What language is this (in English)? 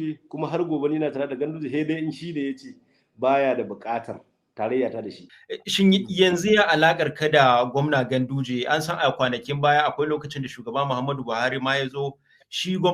Hausa